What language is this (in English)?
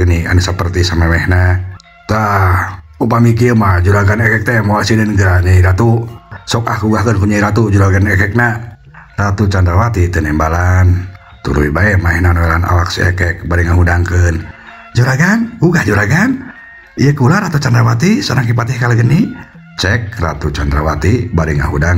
Sundanese